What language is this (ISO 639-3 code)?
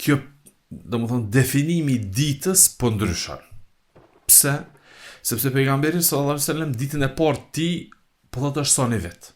sqi